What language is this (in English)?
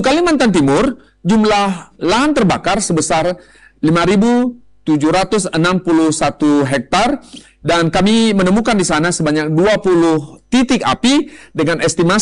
Indonesian